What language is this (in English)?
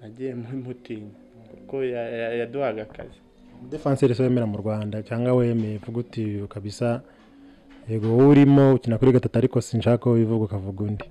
Kinyarwanda